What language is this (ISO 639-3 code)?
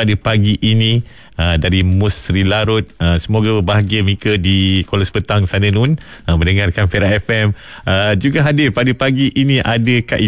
msa